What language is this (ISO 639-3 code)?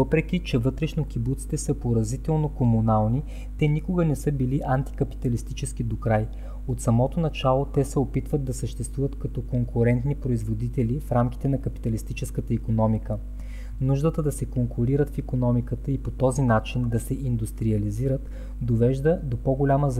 bul